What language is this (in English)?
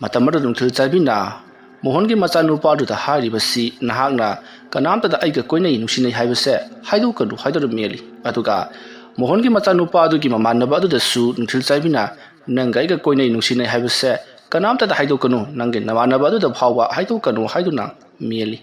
Manipuri